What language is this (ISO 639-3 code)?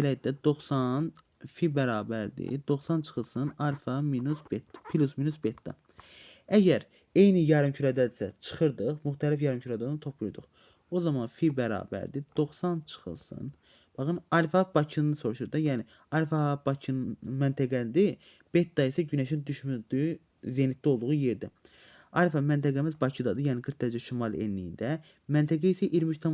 aze